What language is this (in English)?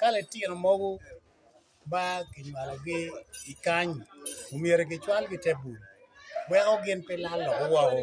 Acoli